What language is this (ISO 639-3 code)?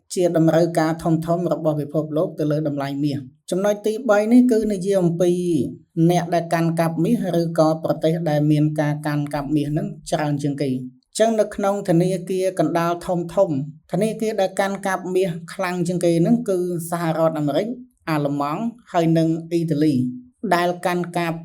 khm